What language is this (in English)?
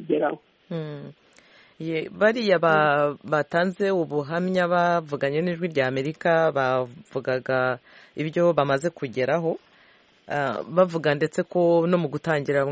Kinyarwanda